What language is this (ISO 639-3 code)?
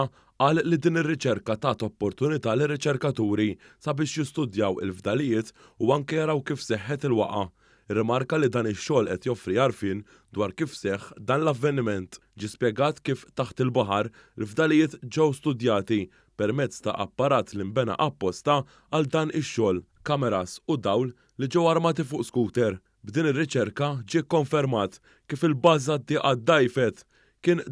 mlt